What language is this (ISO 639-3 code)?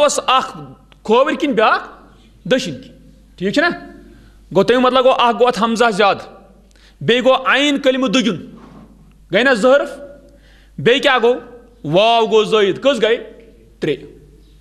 kas